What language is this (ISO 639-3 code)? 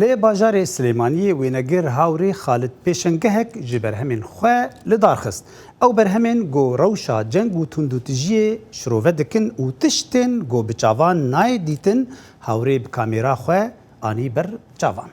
kur